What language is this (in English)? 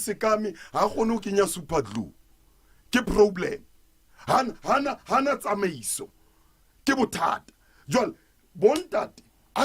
Southern Sotho